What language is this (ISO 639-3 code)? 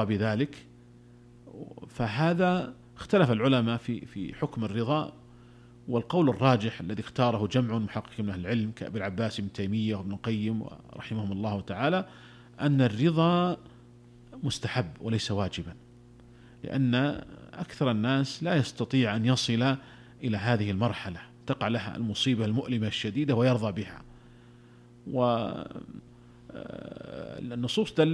ara